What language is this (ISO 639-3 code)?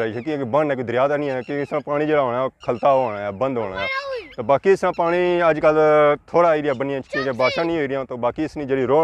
phr